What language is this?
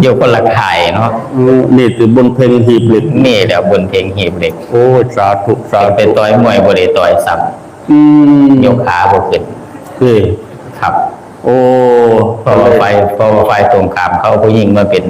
Northeastern Thai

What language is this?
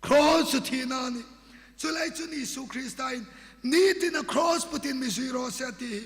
Hmar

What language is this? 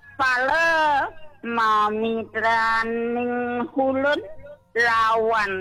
Balinese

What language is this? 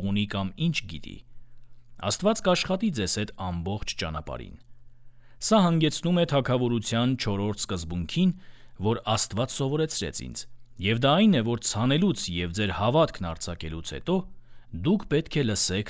Armenian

